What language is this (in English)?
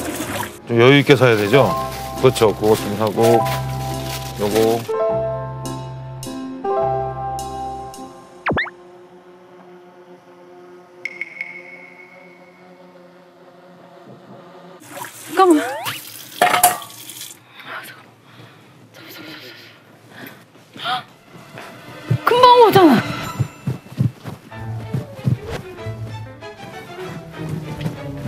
Korean